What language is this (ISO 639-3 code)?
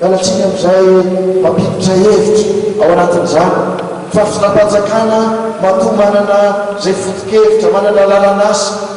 mlg